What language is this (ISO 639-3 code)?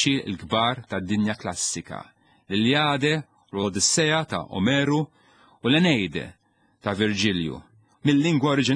mlt